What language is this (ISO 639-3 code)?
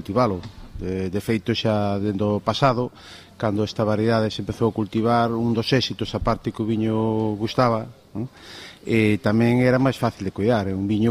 glg